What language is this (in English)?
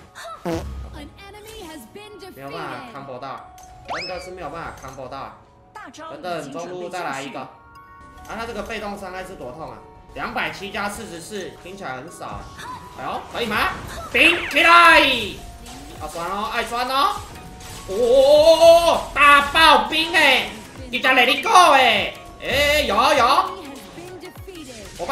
Chinese